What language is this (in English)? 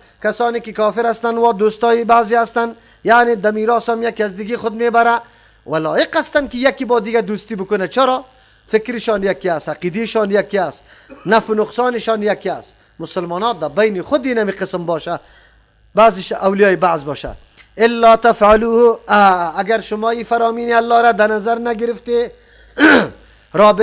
Persian